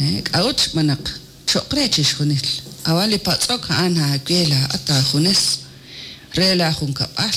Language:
Kekchí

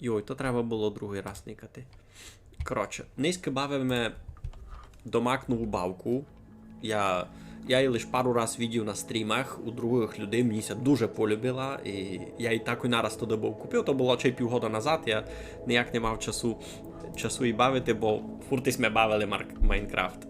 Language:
Rusyn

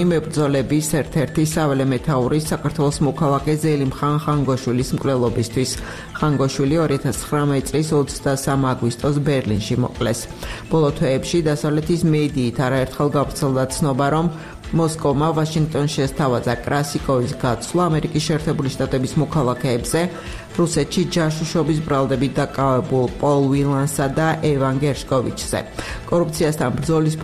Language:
Georgian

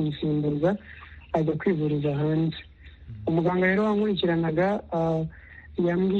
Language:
Kinyarwanda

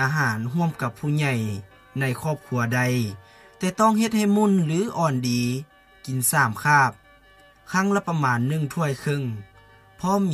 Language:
Lao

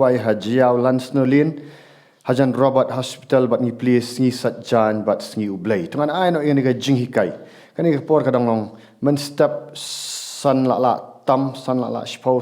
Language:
Khasi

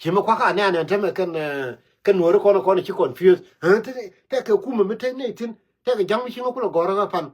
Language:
Nuer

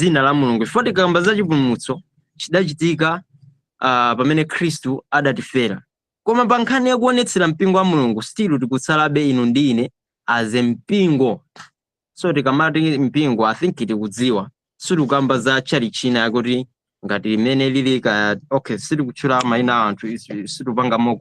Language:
Nyanja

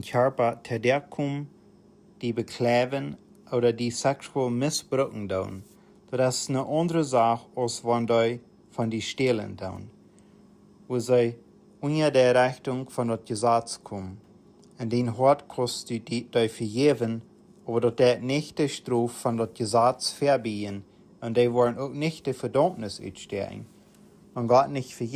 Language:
Plautdietsch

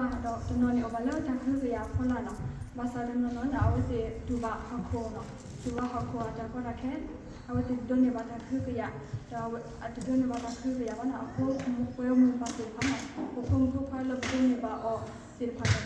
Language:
S'gaw Karen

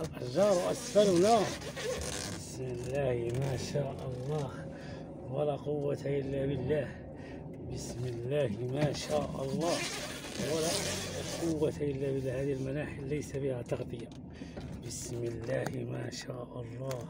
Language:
Arabic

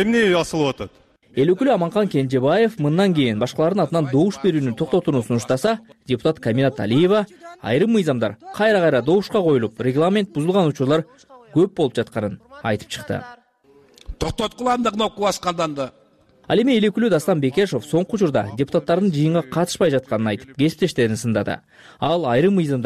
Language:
Kyrgyz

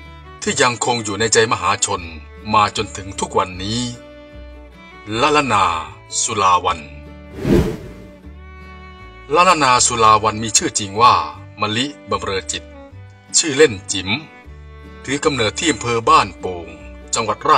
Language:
Thai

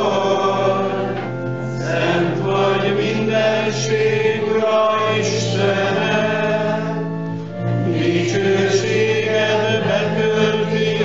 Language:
Hungarian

